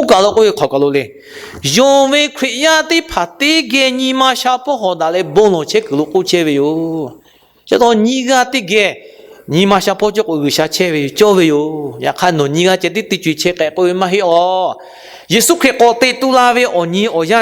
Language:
Lahu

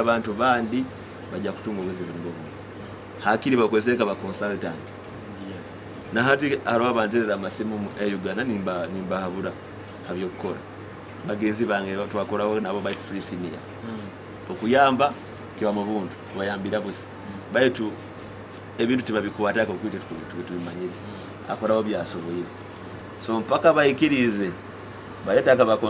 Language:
Nyoro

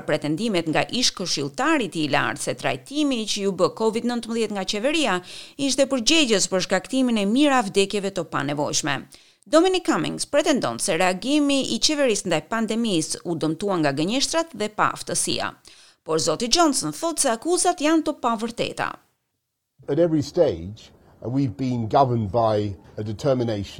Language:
Albanian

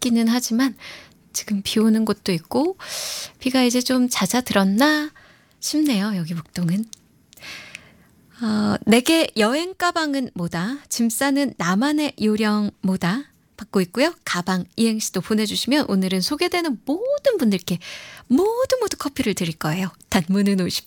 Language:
Korean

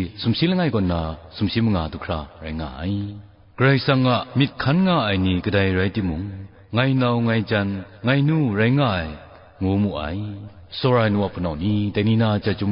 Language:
Kachin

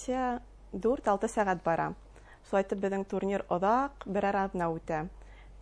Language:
Bashkir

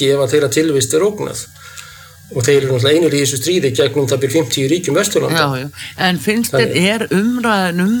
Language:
Icelandic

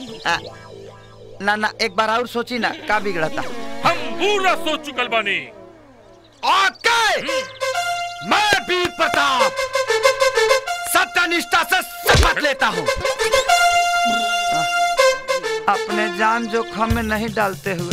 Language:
Bhojpuri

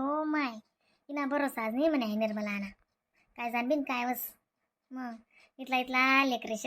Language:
Khandesi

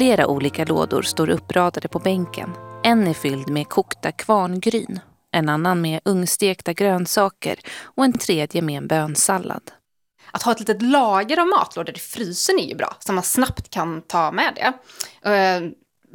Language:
Swedish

